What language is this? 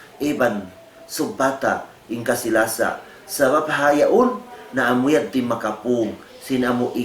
Tausug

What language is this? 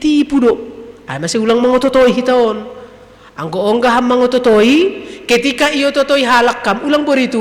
Batak Simalungun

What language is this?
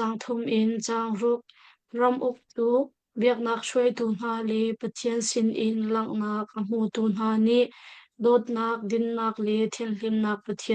Hakha Chin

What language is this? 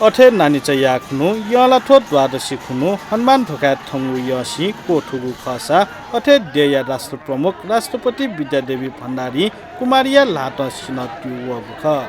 Newari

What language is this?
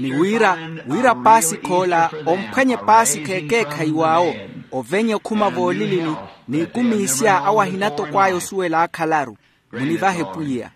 Makhuwa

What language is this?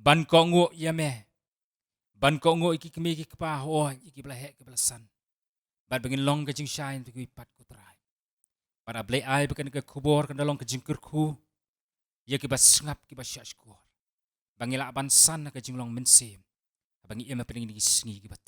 Khasi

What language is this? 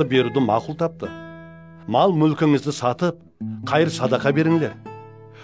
Kara-Kalpak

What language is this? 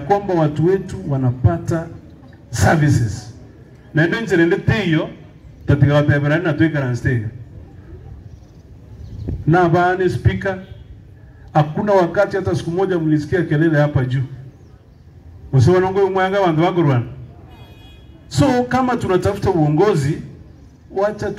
Swahili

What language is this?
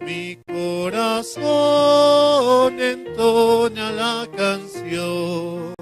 South Bolivian Quechua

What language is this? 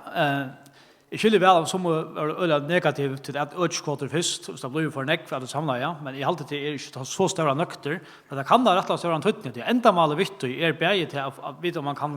Faroese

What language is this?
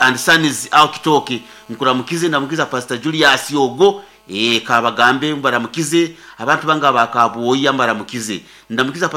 Nyoro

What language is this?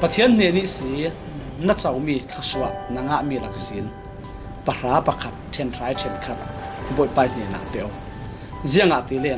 Falam Chin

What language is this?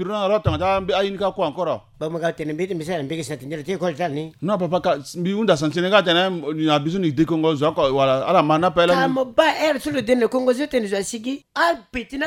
Sango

